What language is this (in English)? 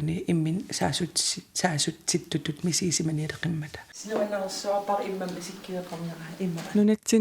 Kalaallisut